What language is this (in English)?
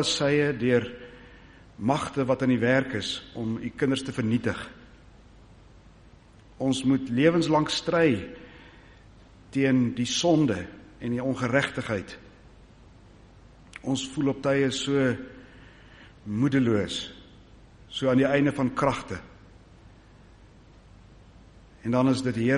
Afrikaans